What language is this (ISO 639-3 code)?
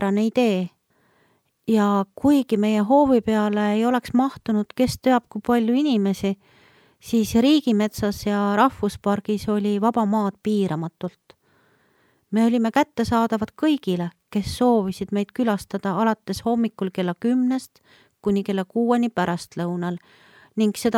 est